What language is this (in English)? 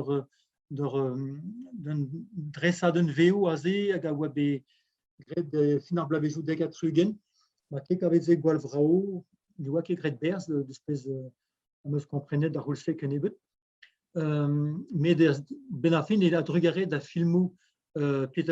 Breton